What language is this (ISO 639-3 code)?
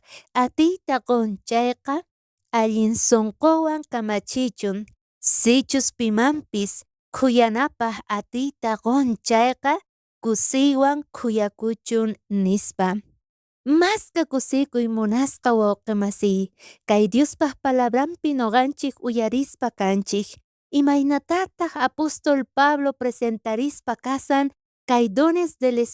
quh